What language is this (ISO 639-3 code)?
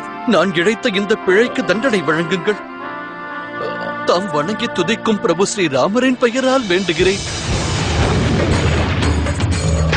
tam